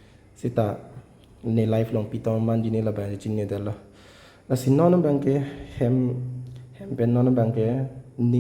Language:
Karbi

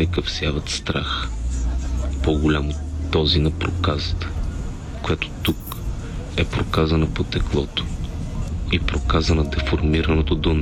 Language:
Bulgarian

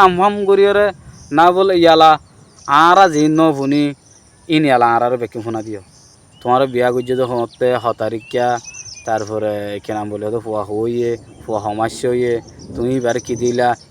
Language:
Rohingya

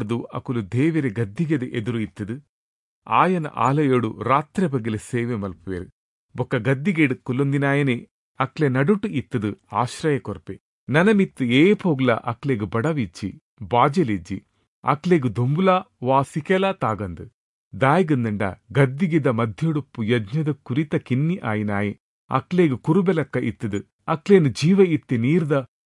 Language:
Tulu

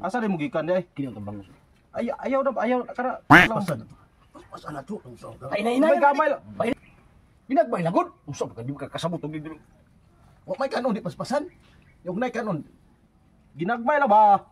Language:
Cebuano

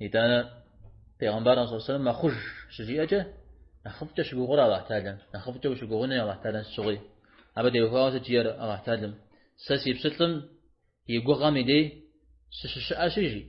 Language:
Kabardian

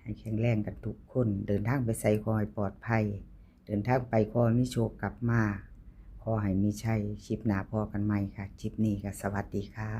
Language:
Northeastern Thai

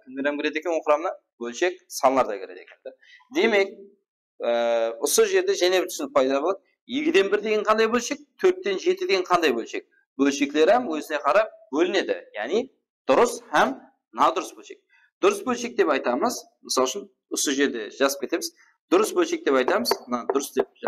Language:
Kara-Kalpak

